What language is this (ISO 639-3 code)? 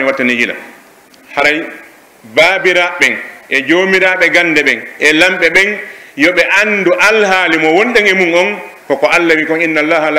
fuf